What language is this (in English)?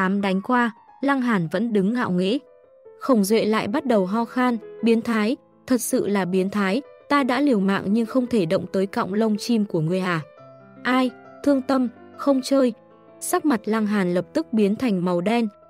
Vietnamese